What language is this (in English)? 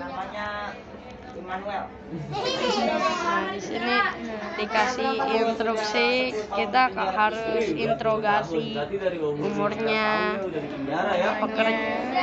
Indonesian